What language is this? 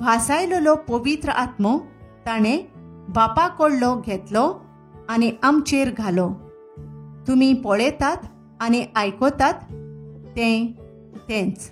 Konkani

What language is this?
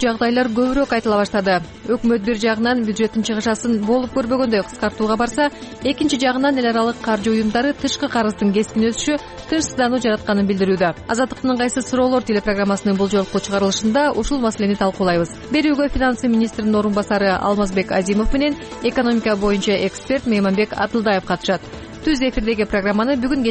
Kyrgyz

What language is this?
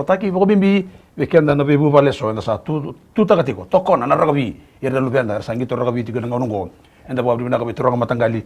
Fijian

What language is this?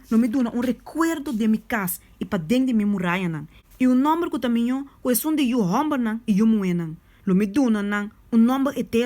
Papiamento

